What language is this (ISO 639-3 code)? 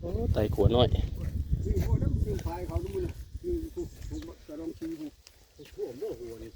tts